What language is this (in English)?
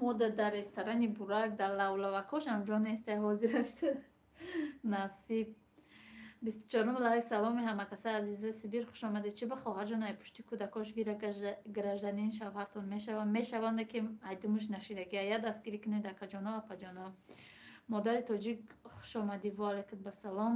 Tajik